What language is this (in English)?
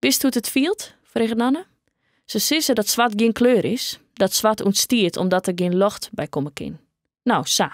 Western Frisian